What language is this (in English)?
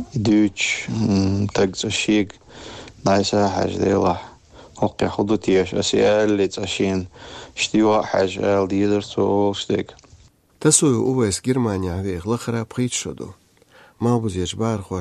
Chechen